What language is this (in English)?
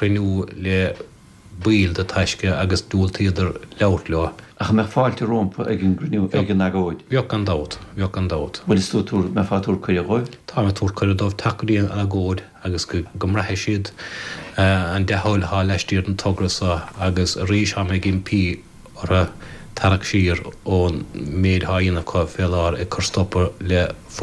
Irish